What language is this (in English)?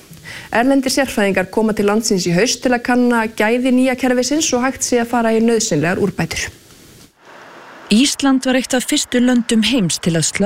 Icelandic